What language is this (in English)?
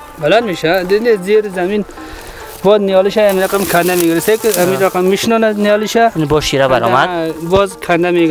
Persian